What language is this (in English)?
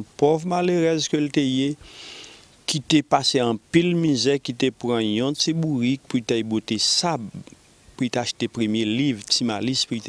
Haitian Creole